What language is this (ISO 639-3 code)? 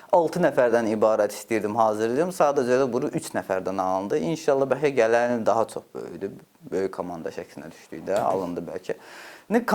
aze